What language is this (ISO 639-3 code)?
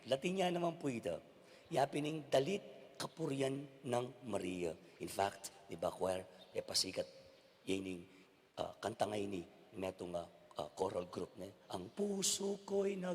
pam